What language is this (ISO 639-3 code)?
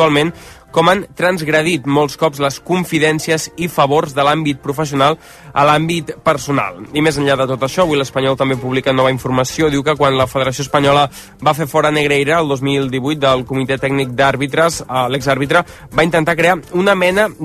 cat